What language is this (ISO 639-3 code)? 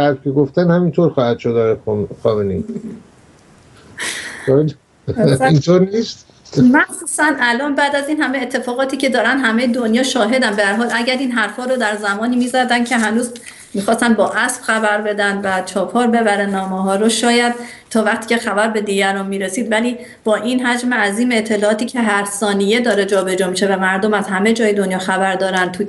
fas